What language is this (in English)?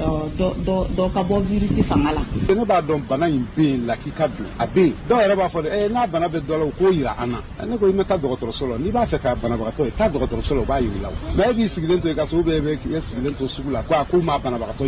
Bambara